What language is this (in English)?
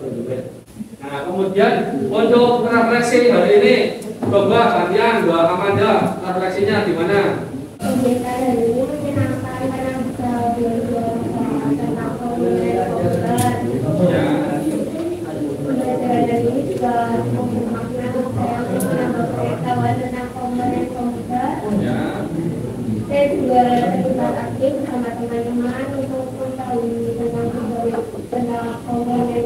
Indonesian